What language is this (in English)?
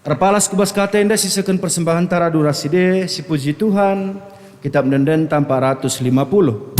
Batak Karo